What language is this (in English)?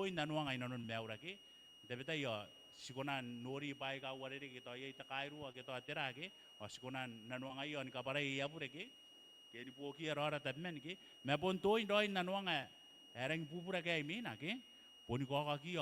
Gilbertese